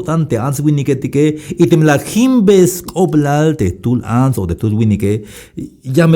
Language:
Tzeltal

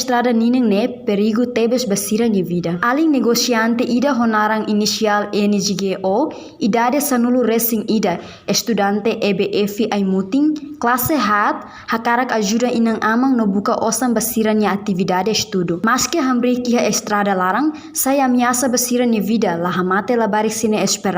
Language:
Tetum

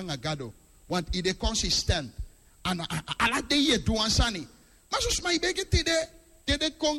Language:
Sranan Tongo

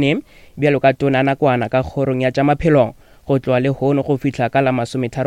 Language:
Northern Sotho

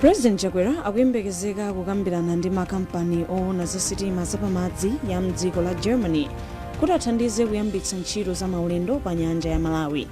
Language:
Nyanja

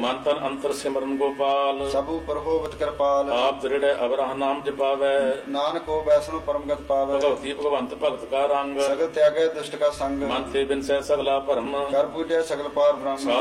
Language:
Punjabi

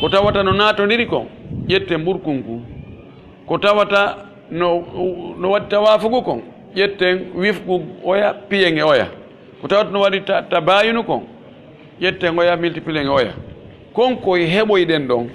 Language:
Pular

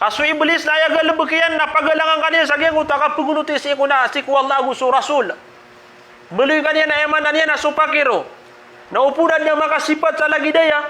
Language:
Maranao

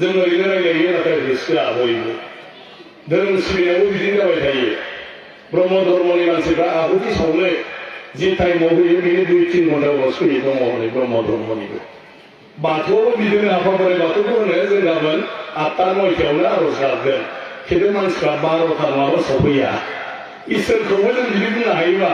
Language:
Bodo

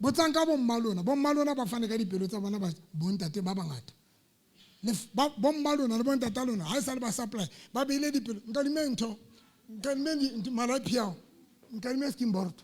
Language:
Southern Sotho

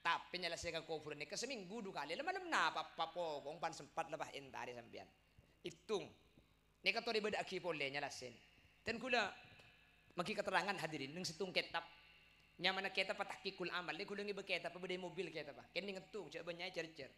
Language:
Madurese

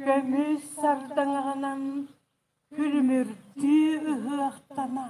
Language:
Yakut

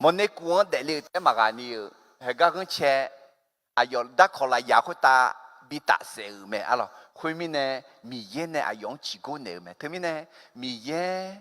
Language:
Akha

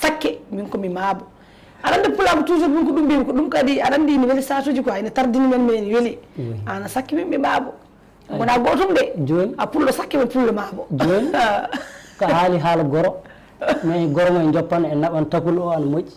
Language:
Fula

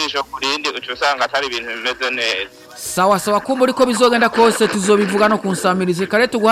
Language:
Rundi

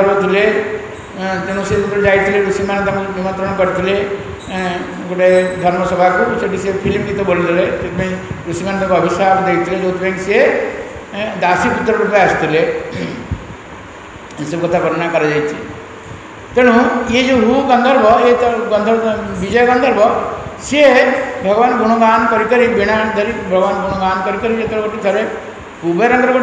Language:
Odia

